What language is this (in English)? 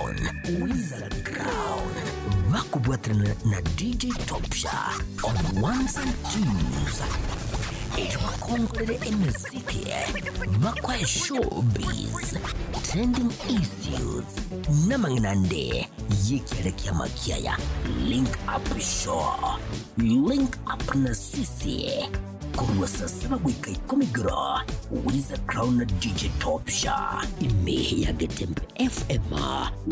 Gusii